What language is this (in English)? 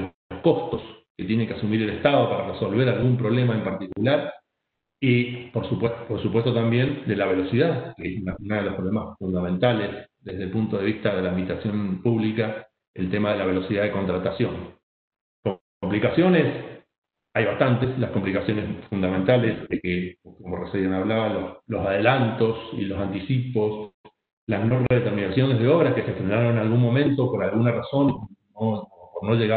Spanish